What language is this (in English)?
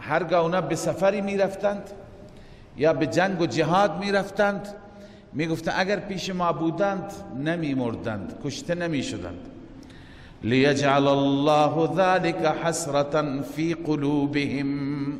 Persian